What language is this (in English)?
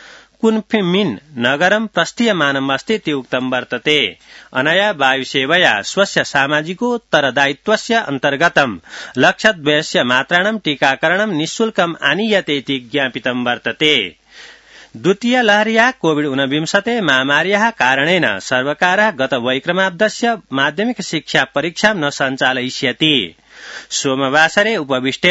Sanskrit